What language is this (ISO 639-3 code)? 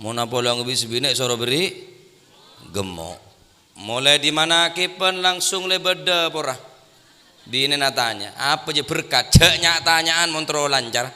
mad